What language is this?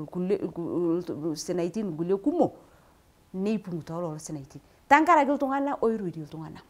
Masai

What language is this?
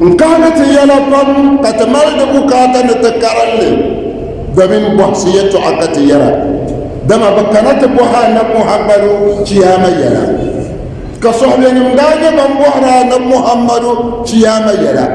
Dagbani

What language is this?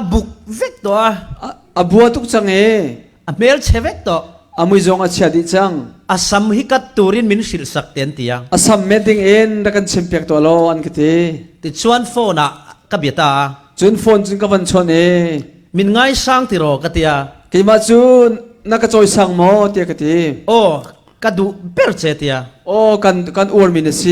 Falam Chin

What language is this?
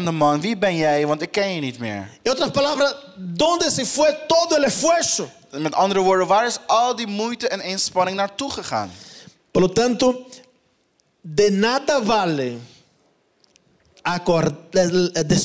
Dutch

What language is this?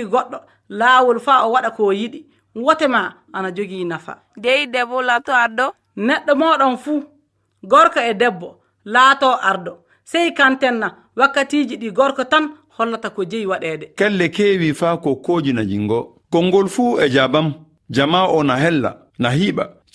Fula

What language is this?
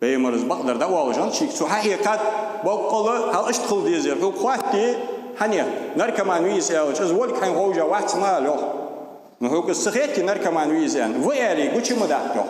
Ingush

